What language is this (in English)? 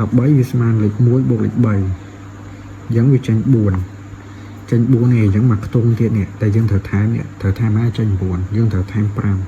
Khmer